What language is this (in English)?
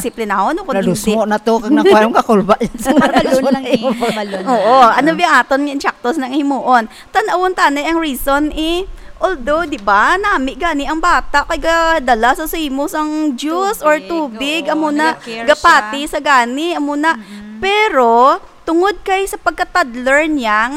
Hiligaynon